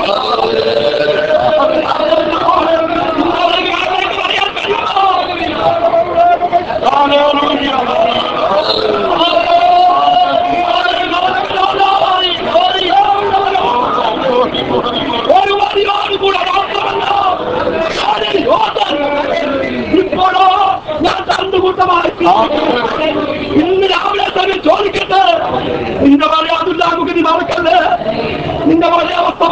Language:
Malayalam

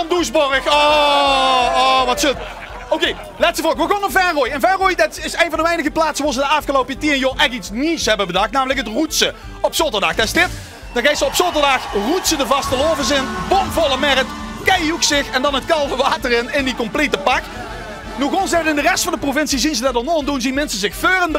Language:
Limburgish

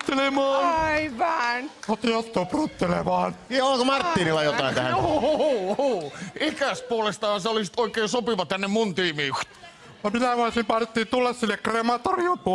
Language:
Finnish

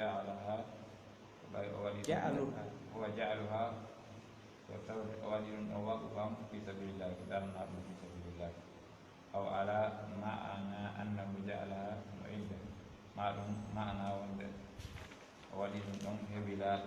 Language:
Pular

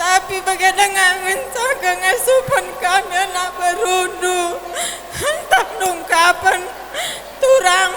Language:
Batak Karo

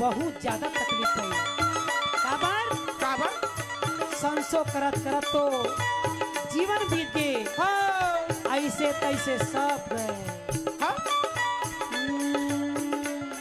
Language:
Chhattisgarhi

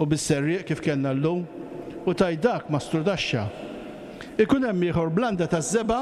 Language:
Maltese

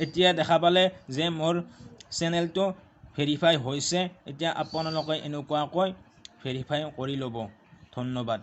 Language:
Assamese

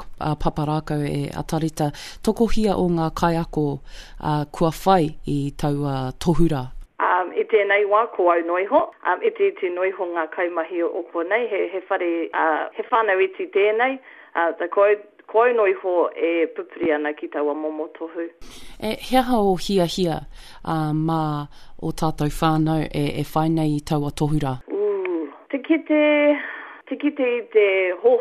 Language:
Māori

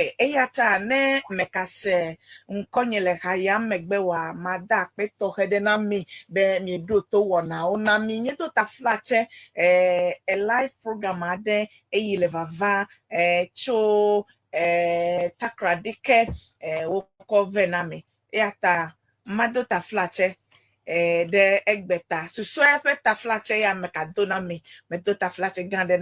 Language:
Ewe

